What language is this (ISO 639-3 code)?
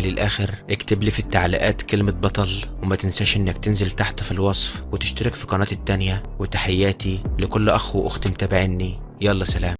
arz